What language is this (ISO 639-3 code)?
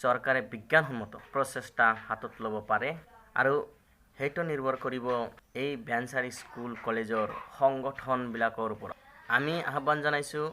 asm